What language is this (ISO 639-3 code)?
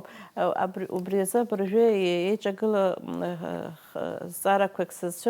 abk